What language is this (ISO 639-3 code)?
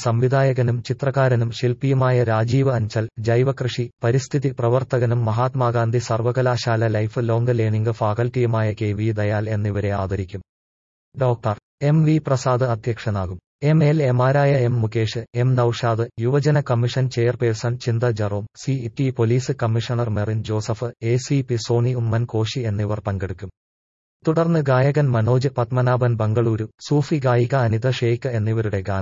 mal